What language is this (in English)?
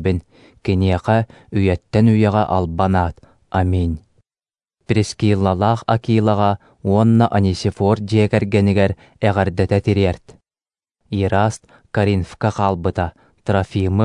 Yakut